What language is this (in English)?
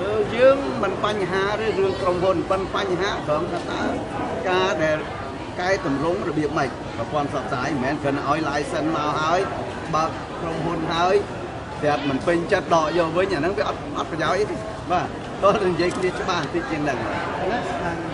Khmer